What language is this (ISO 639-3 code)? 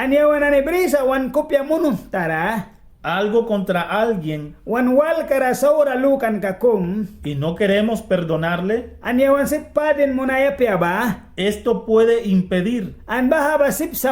miq